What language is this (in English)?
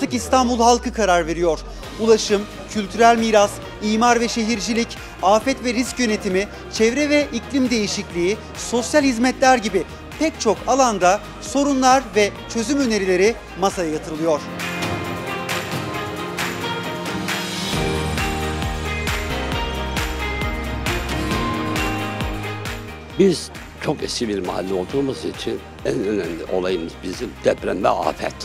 Turkish